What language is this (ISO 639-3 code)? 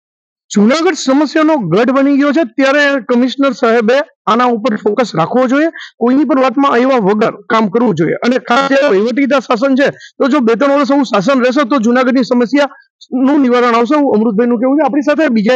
guj